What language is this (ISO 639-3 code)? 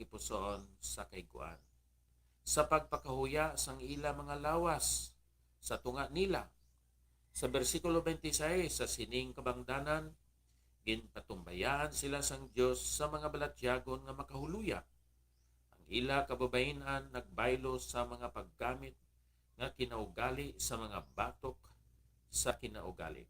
hil